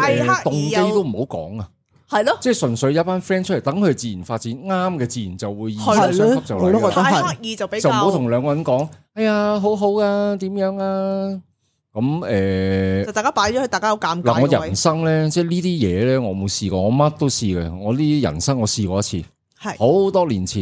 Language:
Cantonese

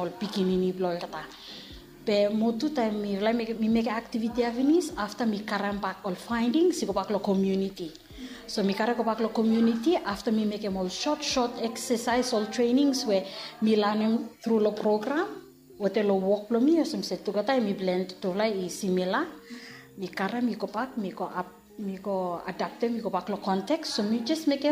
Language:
Bislama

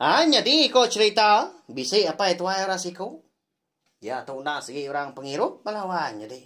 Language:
Iban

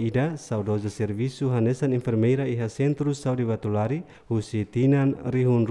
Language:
Tetum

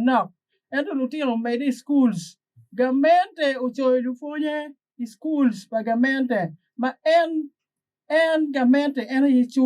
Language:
Acoli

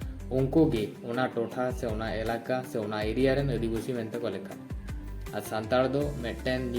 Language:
Santali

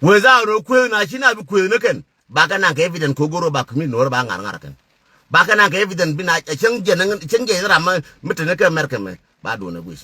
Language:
Nuer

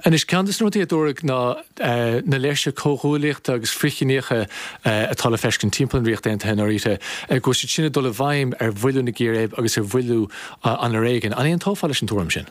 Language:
Irish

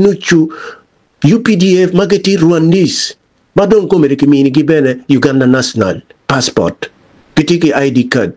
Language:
Acoli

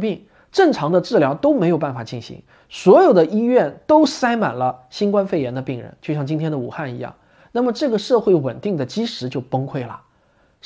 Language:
Chinese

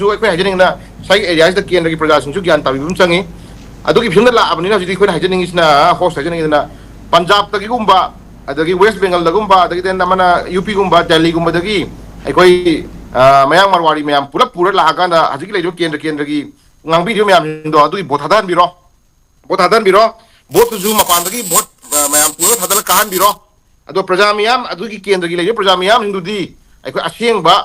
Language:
Manipuri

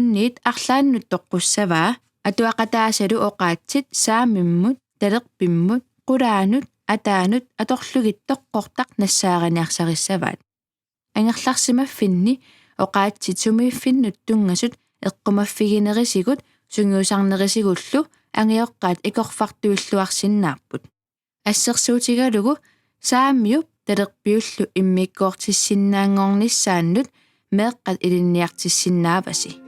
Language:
Kalaallisut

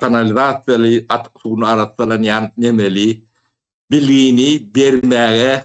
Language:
Turkmen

